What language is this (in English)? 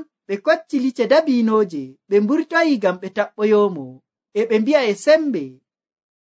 Nigerian Fulfulde